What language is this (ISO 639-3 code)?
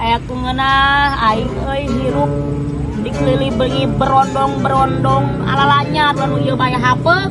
sun